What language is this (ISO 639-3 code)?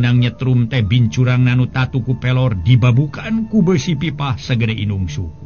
sun